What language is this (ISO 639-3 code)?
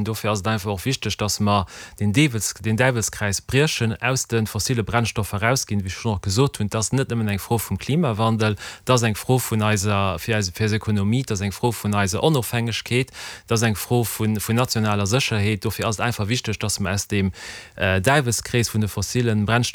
ltz